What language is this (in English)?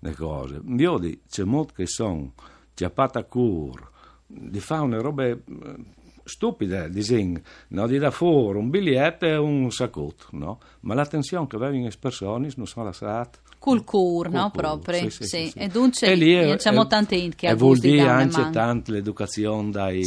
Friulian